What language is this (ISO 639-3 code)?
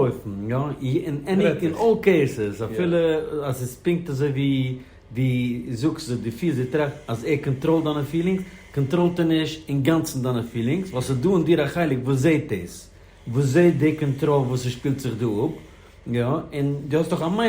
yid